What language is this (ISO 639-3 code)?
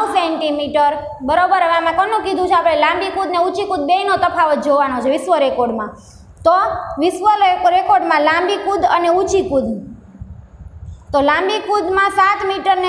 guj